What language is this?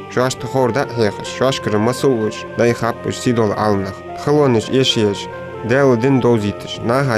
Ingush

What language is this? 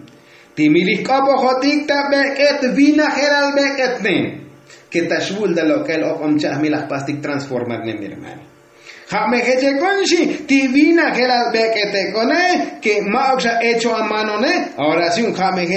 Tzotzil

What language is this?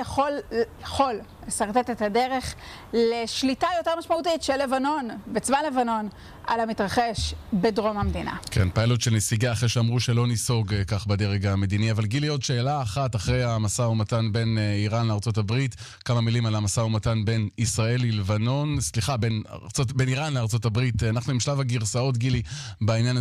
Hebrew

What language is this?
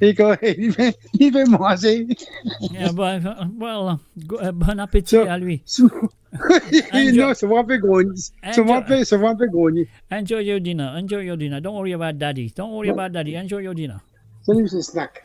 Morisyen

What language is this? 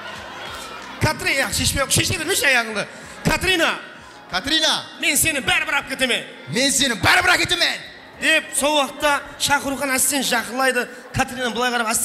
Kara-Kalpak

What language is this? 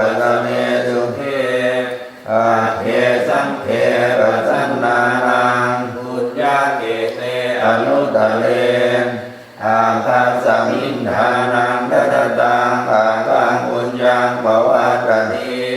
Pali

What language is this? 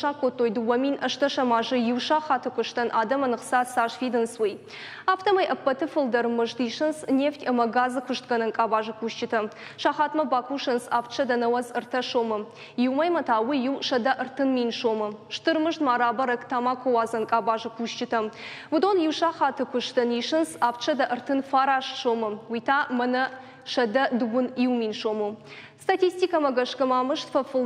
Ossetic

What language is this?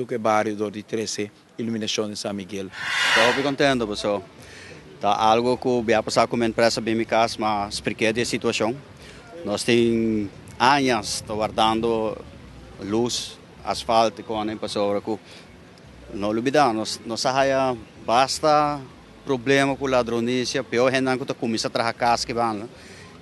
Papiamento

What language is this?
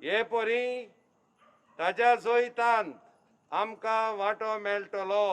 Konkani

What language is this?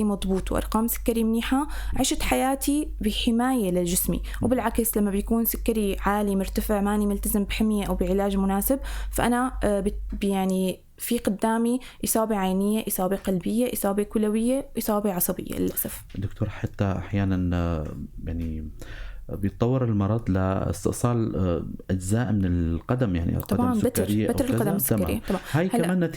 North Levantine Arabic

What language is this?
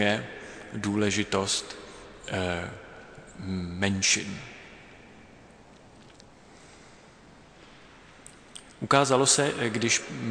Czech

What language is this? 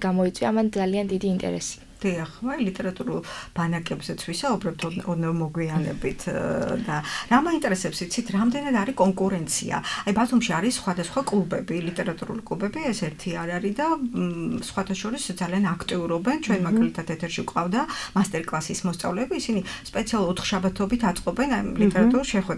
Georgian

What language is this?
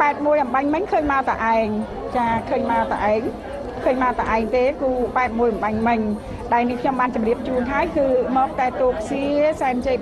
Khmer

